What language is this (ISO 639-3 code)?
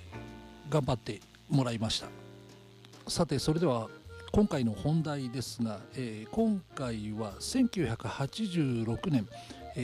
jpn